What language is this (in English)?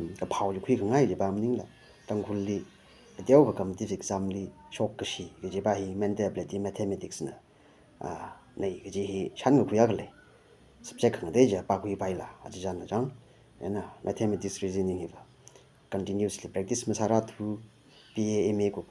Tangkhul Naga (India)